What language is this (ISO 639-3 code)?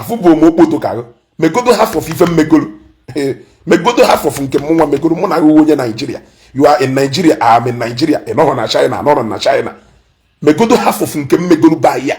ibo